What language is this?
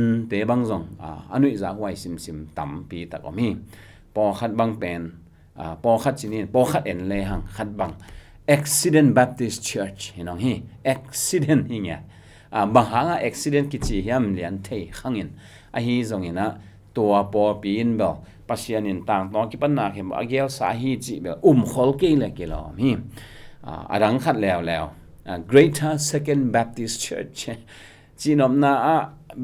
Tedim Chin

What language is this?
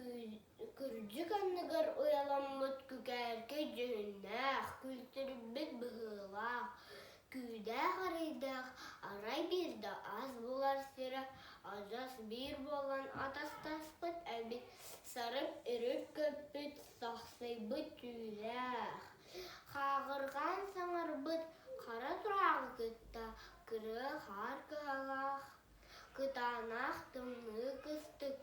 Yakut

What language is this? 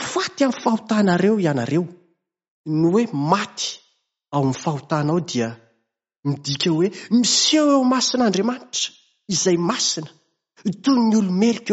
Malagasy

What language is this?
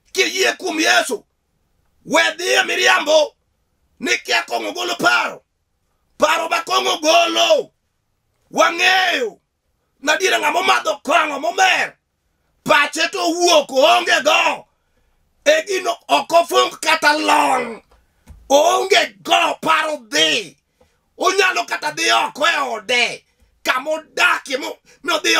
Luo (Kenya and Tanzania)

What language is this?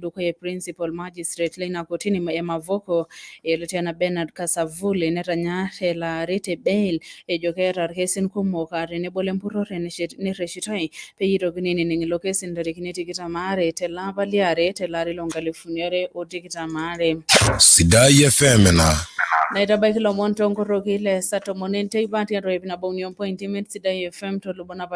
Masai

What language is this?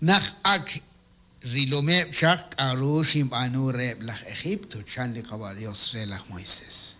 Kekchí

